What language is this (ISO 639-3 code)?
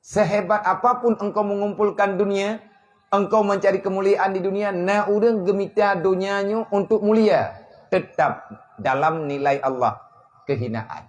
ace